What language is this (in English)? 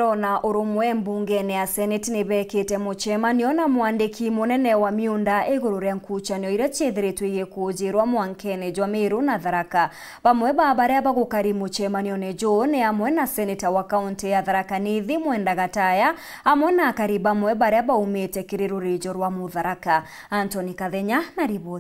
Meru